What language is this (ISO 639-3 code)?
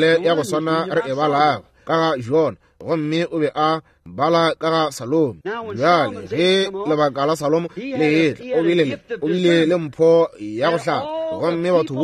nso